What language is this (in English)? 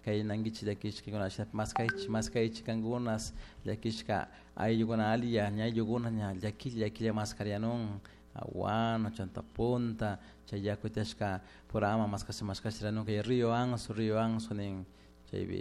Chimborazo Highland Quichua